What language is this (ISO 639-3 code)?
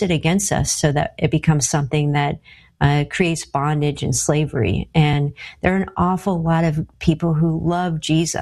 eng